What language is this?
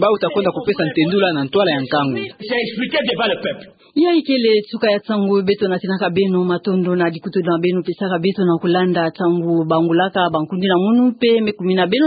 Kituba (Democratic Republic of Congo)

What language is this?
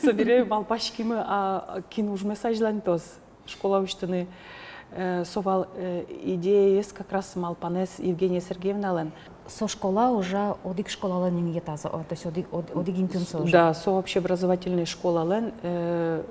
Udmurt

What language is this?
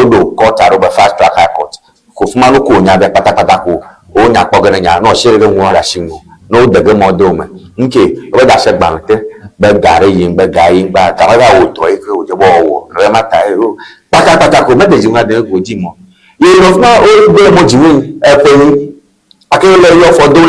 Ewe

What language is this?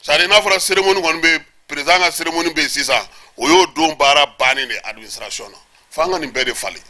Bambara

